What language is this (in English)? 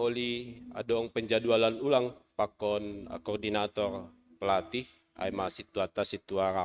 Batak Simalungun